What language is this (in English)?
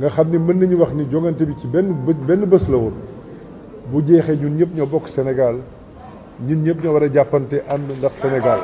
Wolof